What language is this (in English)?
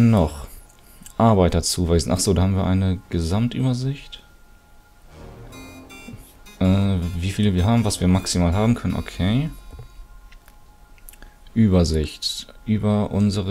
German